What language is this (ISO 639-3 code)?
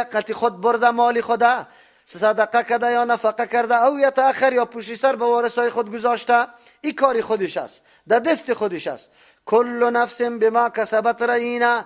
fas